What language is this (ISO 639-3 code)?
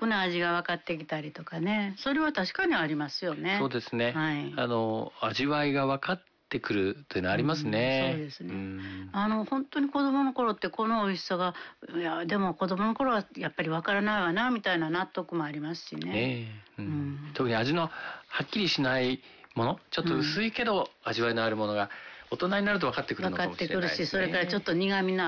jpn